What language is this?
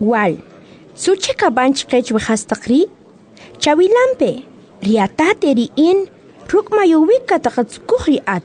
Kʼicheʼ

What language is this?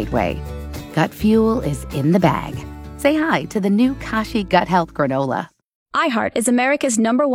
English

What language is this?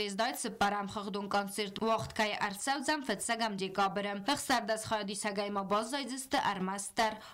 Ossetic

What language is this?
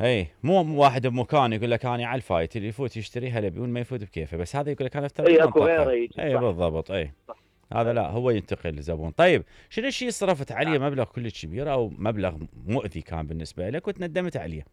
Mesopotamian Arabic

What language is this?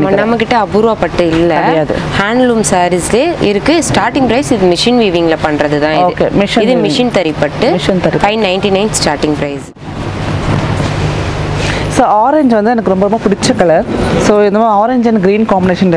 Tamil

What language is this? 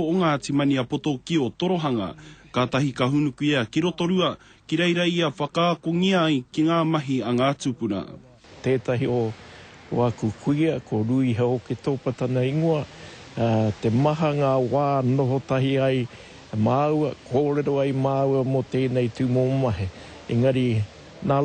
Māori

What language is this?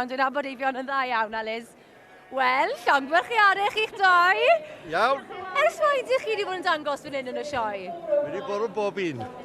Welsh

